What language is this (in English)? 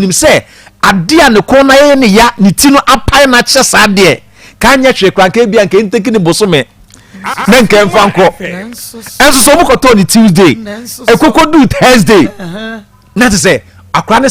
Akan